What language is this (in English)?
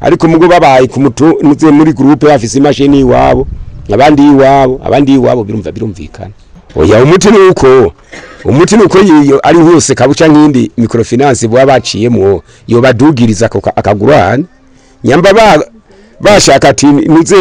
Rundi